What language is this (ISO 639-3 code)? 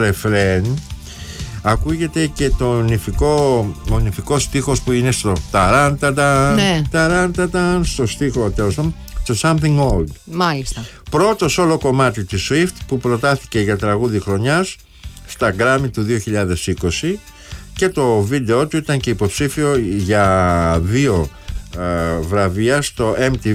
ell